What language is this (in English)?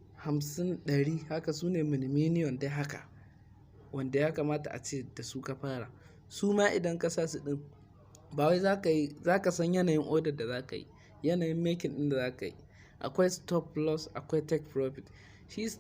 Hausa